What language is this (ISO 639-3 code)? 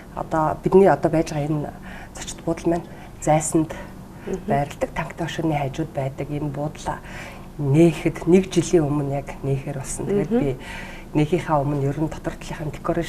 mon